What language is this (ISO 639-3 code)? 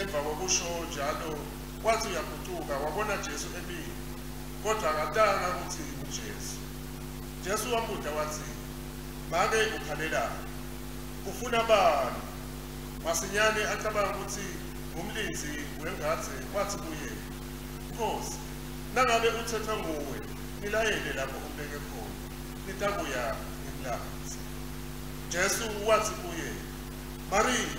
ssw